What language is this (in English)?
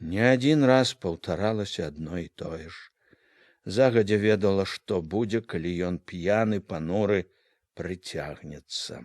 Belarusian